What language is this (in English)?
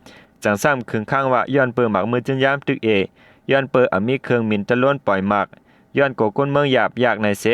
Shan